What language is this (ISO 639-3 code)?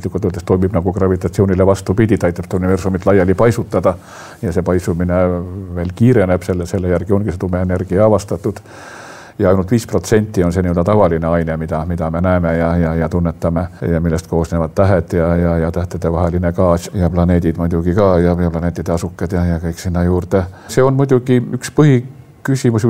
est